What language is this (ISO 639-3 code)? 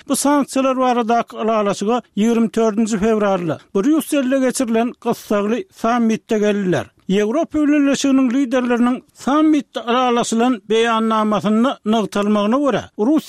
tuk